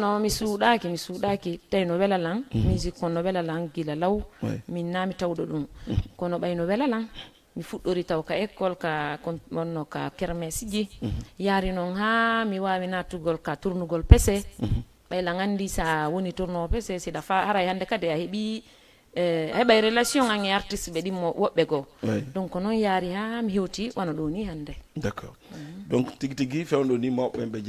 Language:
Fula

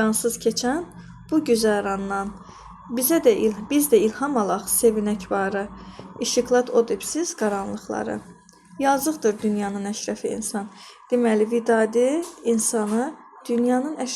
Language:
Azerbaijani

